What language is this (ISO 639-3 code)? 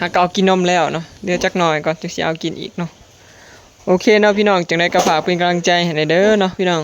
tts